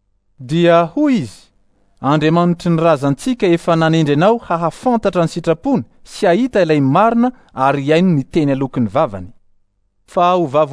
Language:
Malagasy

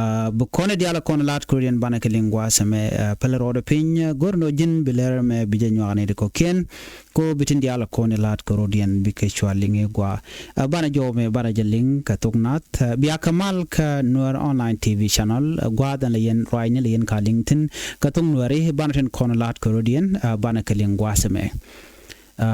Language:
Nuer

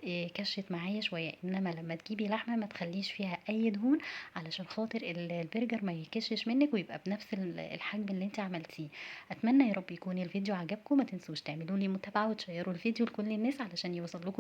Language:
Egyptian Arabic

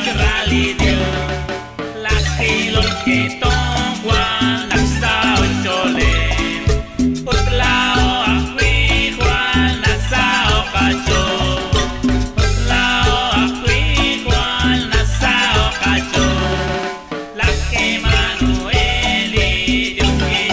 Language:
Kekchí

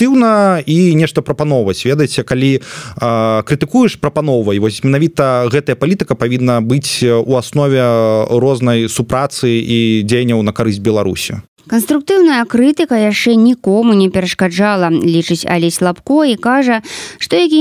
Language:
Belarusian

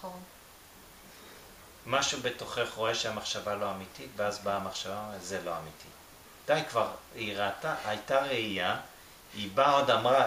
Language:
Hebrew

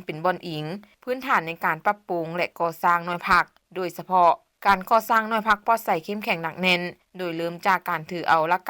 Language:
Lao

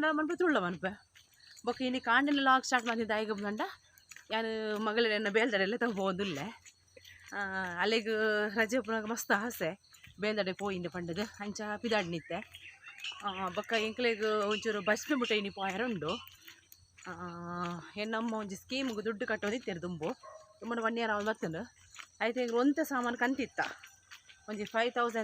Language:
Tulu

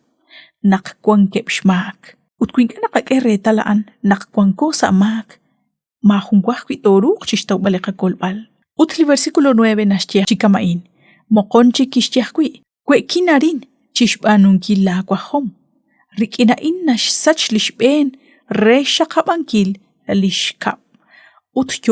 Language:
Kekchí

